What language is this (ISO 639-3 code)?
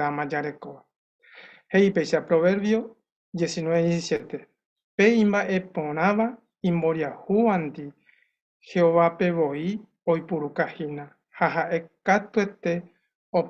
grn